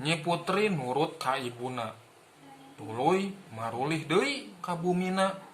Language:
Sundanese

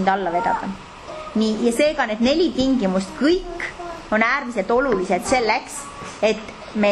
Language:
Estonian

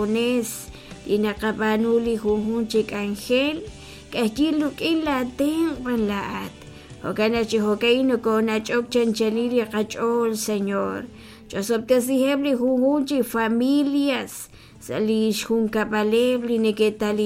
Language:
Kekchí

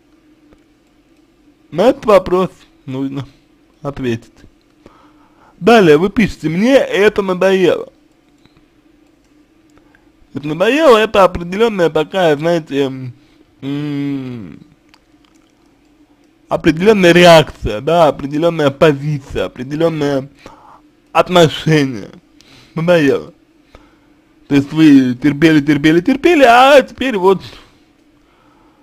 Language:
Russian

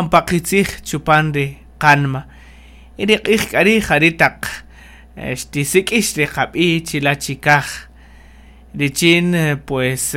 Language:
Kaqchikel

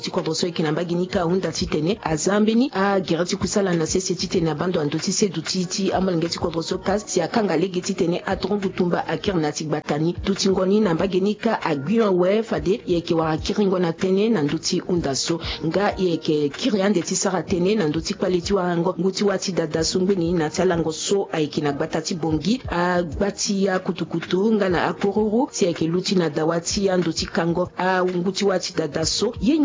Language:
Sango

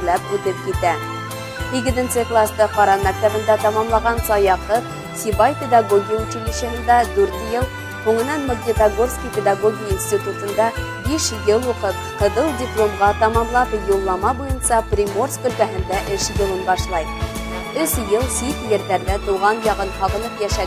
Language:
Bashkir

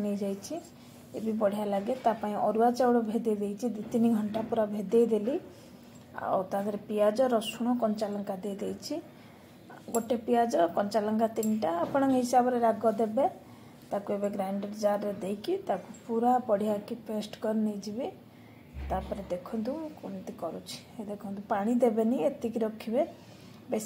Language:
Odia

